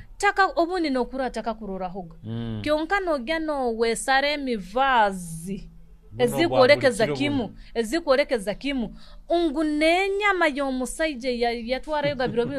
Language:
Nyoro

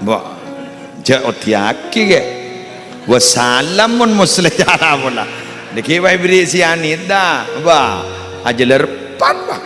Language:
Madurese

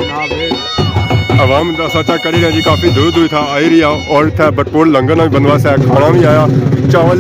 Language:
Pahari-Potwari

